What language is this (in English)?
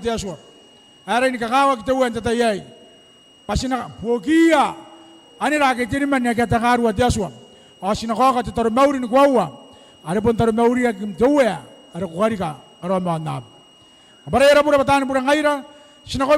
Gilbertese